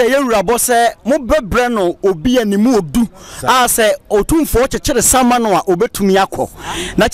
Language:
Akan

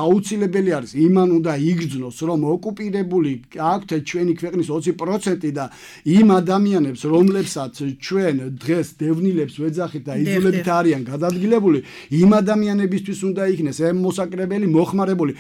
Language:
Georgian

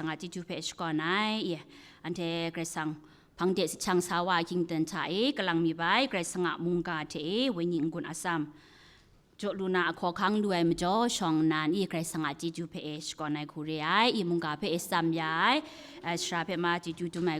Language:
Kachin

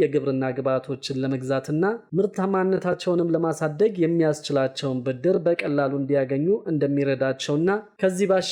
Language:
Amharic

